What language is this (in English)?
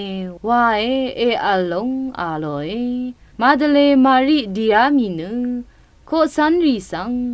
Rawang